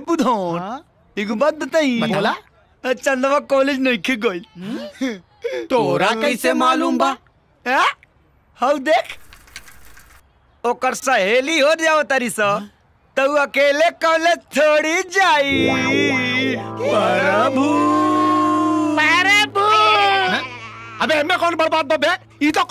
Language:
Bhojpuri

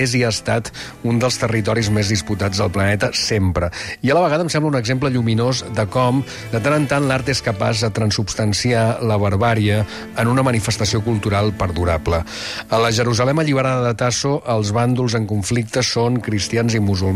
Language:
Catalan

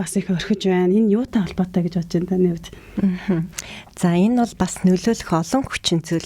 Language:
Mongolian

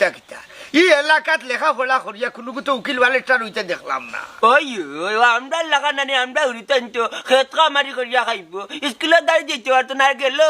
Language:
Sylheti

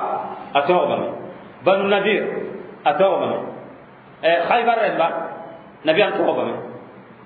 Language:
Mossi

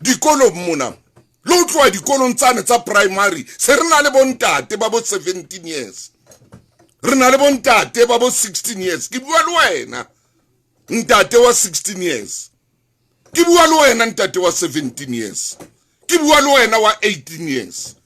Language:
Southern Sotho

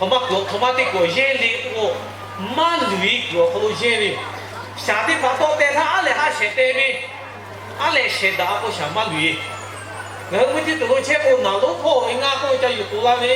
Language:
Lahu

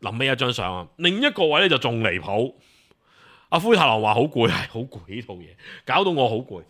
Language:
Cantonese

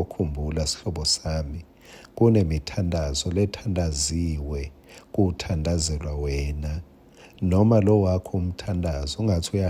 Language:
Swati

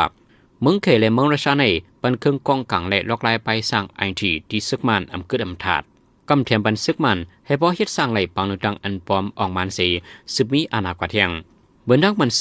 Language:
Shan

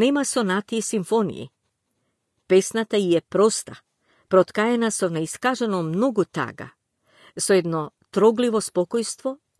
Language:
Macedonian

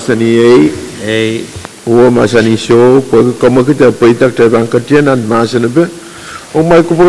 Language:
Pohnpeian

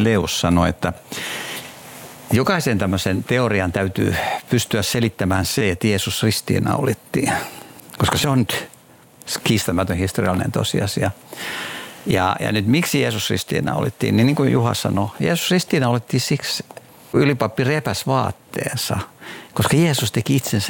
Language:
Finnish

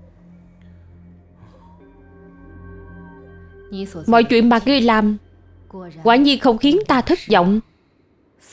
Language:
Vietnamese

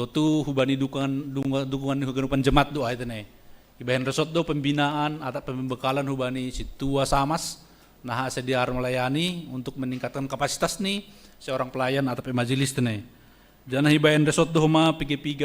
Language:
Batak Simalungun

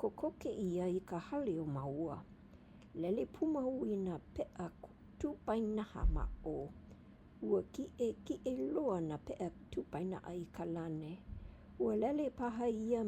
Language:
Hawaiian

